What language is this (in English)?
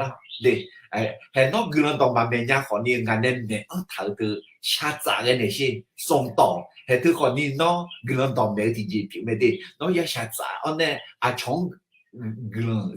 Akha